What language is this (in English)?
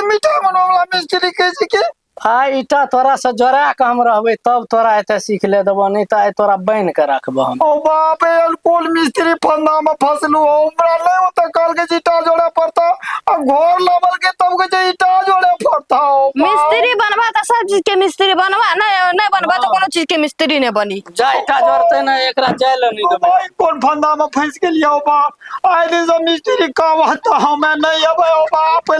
Maithili